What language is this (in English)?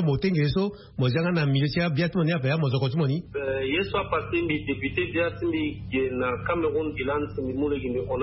Sango